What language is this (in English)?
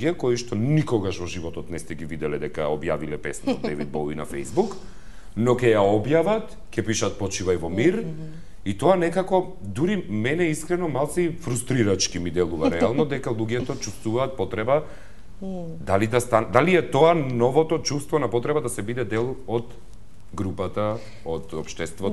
Macedonian